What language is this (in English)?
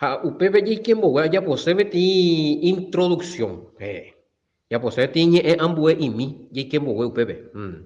Guarani